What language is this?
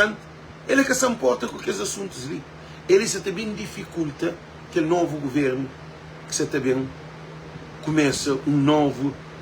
Kabuverdianu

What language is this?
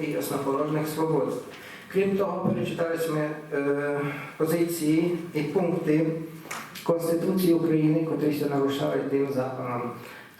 Rusyn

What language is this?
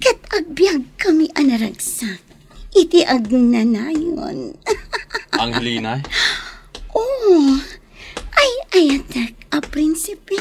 Iloko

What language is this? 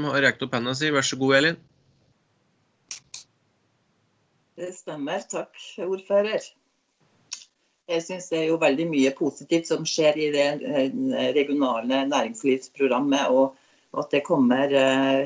Norwegian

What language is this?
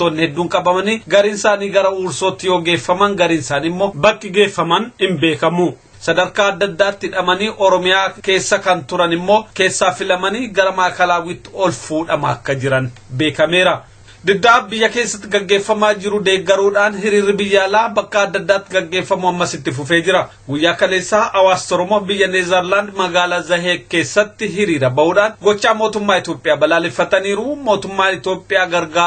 Oromo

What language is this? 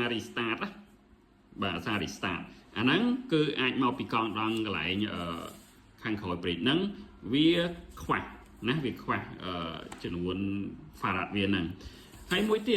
Khmer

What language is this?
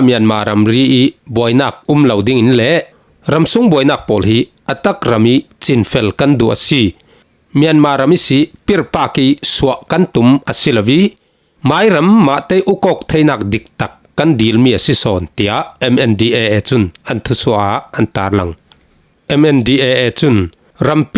Falam Chin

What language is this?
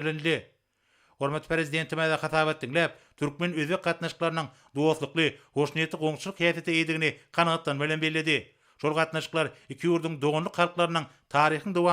Turkmen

